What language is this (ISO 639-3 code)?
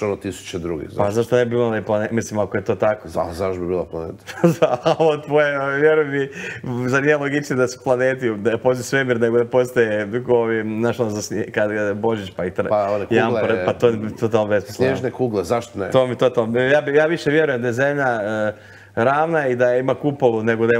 hrv